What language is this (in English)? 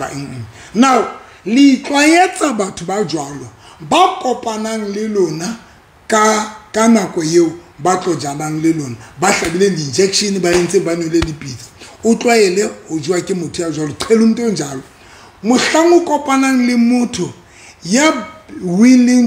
Southern Sotho